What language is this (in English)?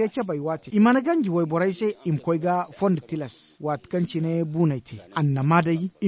Zarma